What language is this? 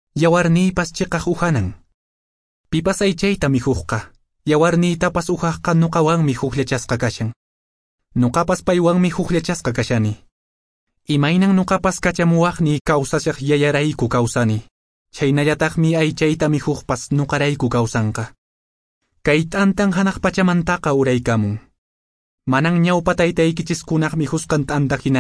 Quechua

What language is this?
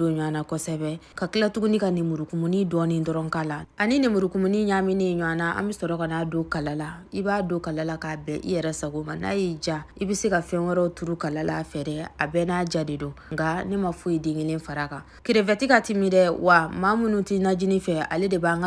Bambara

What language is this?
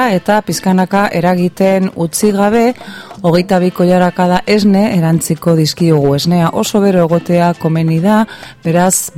Basque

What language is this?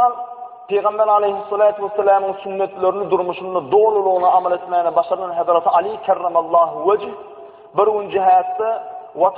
Turkmen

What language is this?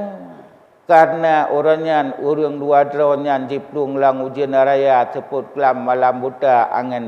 Achinese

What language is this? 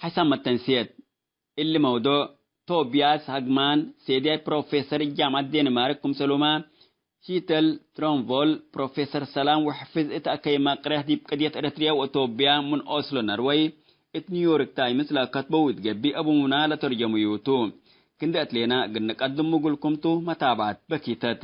Tigre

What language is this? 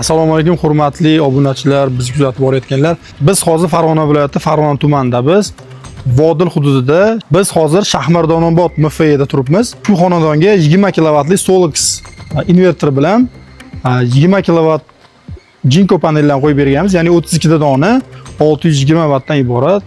Uzbek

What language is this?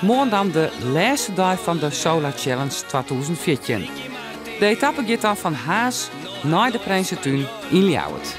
Western Frisian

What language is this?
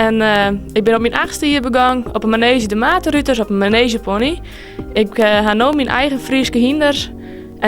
Western Frisian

